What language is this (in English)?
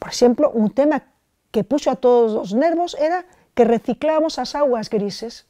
Galician